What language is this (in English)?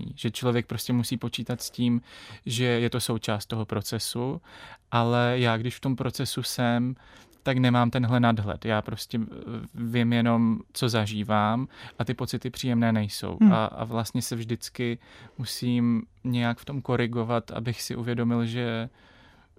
Czech